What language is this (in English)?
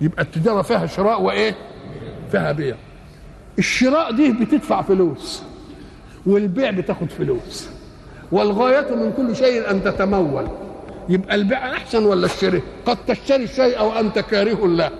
Egyptian Arabic